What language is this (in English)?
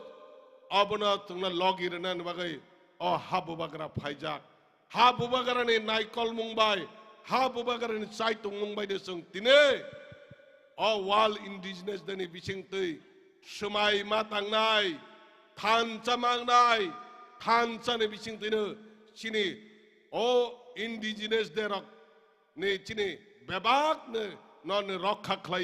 Kok Borok